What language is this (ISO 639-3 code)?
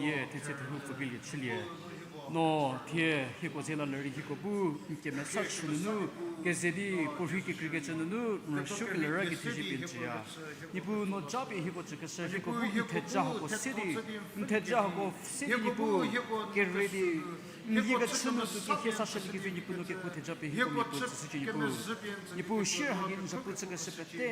njm